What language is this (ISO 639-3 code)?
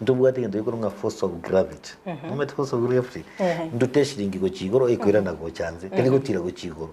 guz